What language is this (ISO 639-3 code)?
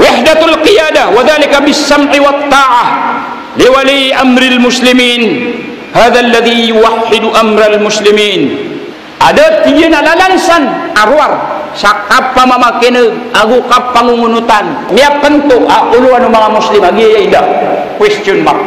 mrw